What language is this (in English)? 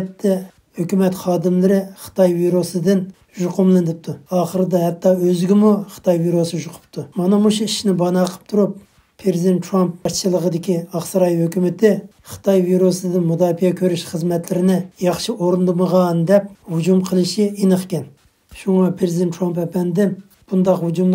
Uyghur